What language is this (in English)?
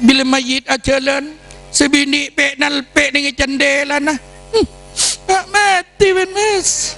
Madurese